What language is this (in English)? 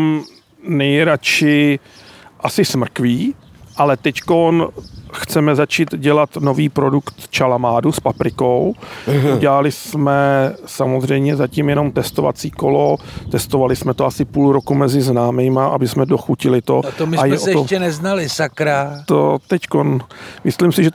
Czech